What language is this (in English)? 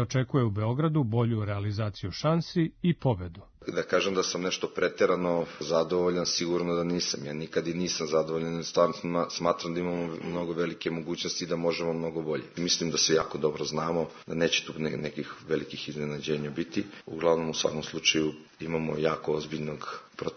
Serbian